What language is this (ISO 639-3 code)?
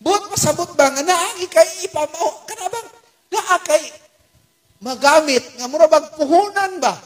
ceb